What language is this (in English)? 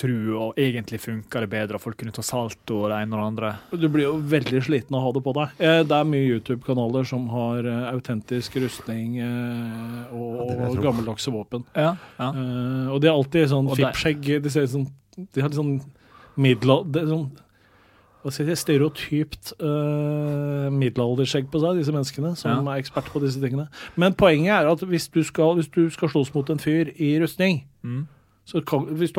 Norwegian